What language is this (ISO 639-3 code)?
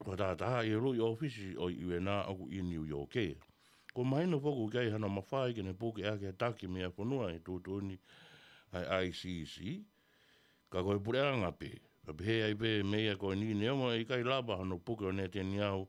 ton